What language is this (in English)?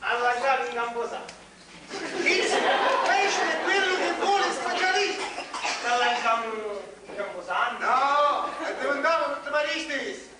Sicilian